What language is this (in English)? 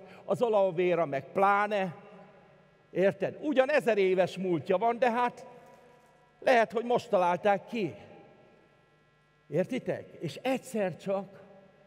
Hungarian